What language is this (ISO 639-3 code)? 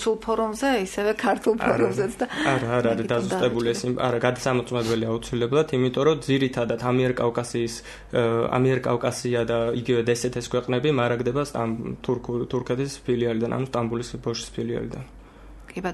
kat